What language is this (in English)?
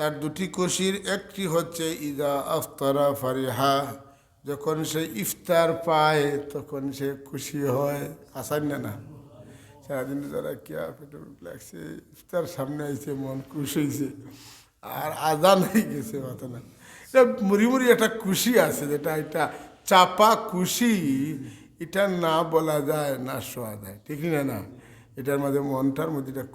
Sylheti